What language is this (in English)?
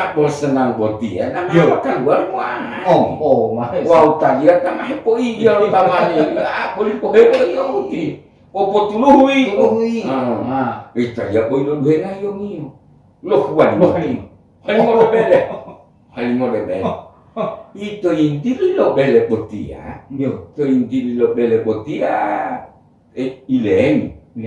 Gorontalo